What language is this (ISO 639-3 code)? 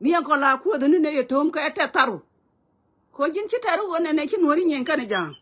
nus